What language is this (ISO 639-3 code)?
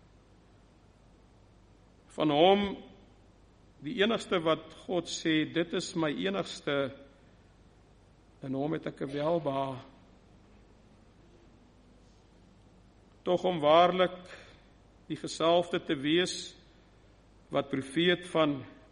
afr